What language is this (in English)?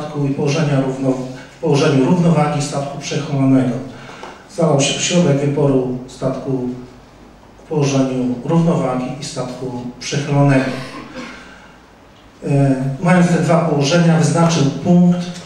Polish